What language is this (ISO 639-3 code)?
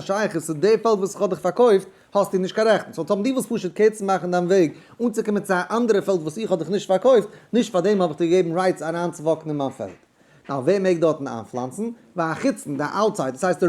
yid